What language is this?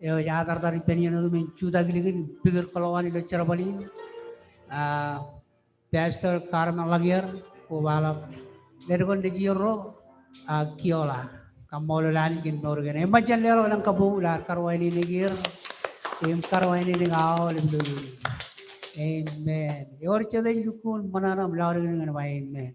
Marshallese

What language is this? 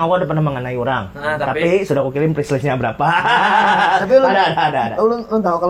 Banjar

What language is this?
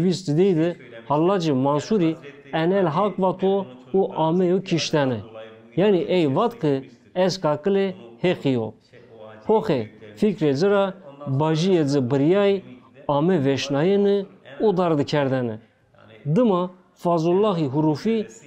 Zaza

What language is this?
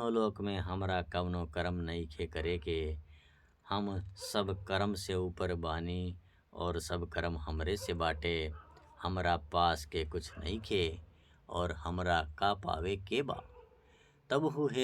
Bhojpuri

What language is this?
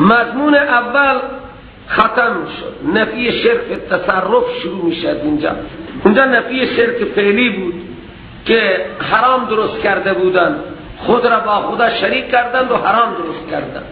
Persian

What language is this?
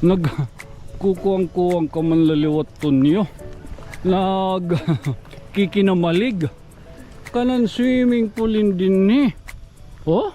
Waray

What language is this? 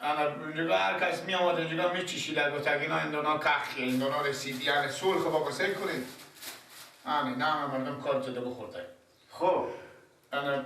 Persian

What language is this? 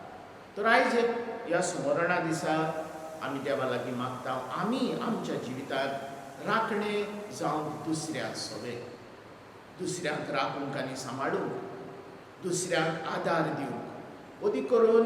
Konkani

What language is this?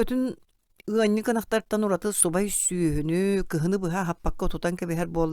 Yakut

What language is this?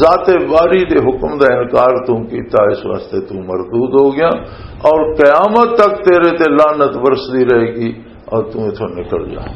Western Panjabi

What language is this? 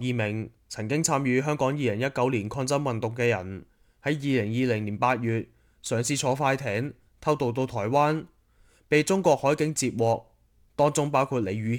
Cantonese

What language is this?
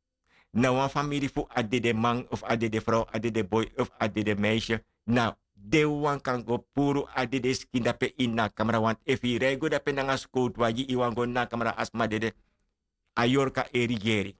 Sranan Tongo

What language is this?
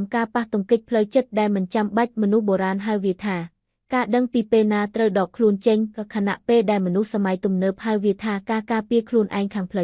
Khmer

